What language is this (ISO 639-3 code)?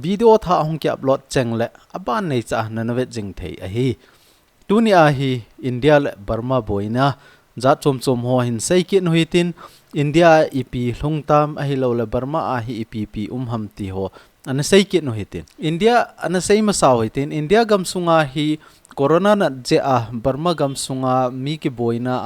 tcz